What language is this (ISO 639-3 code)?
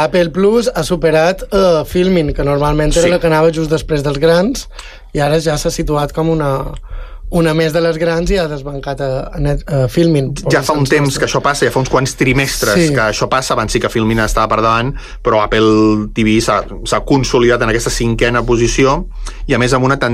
cat